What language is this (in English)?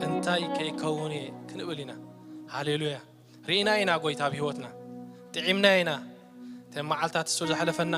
Tigrinya